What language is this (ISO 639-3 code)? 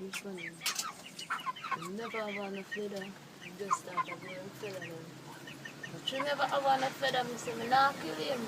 jam